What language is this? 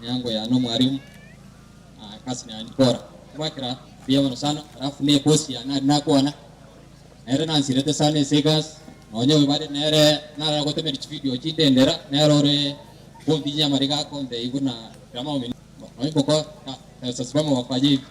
Gusii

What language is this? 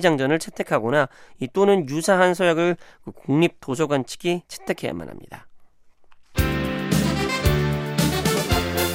Korean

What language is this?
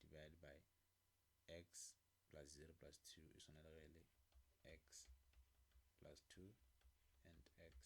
Northern Sotho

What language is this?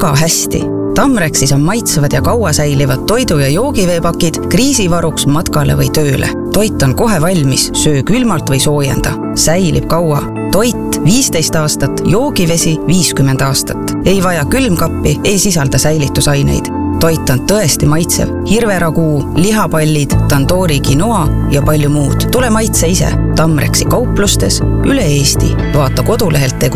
Estonian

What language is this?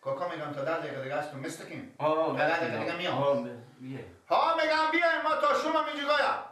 Persian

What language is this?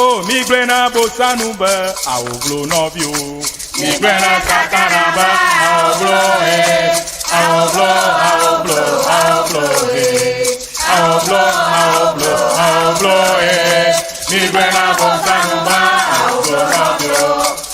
Ewe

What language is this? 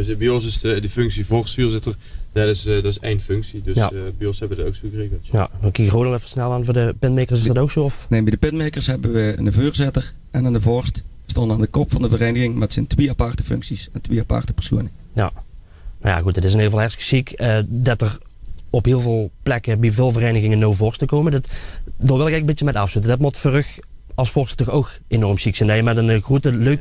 Limburgish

